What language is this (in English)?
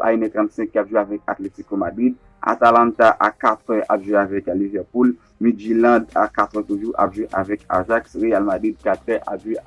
Haitian Creole